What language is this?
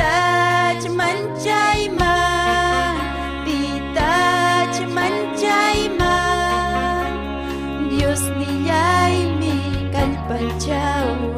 Ayacucho Quechua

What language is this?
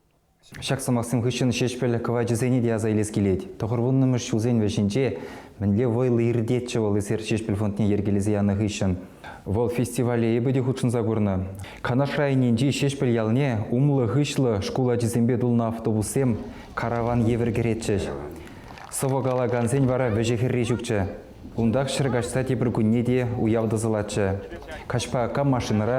Chuvash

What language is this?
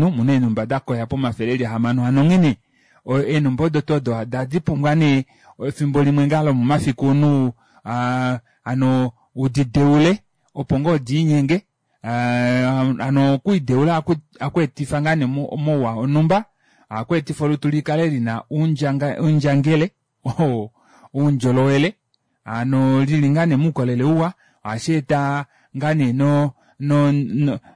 Kuanyama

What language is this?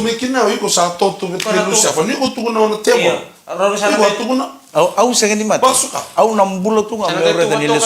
Fijian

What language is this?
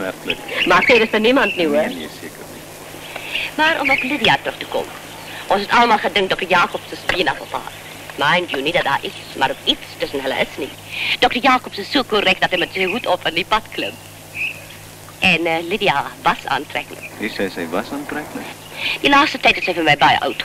Afrikaans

